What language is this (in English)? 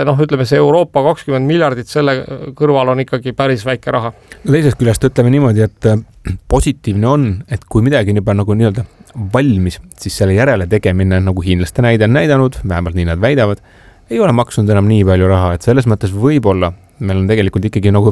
Estonian